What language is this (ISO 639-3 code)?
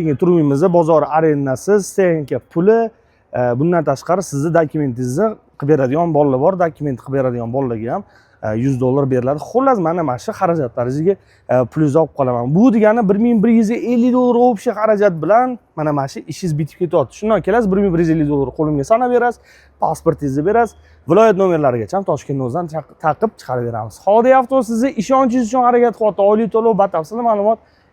uzb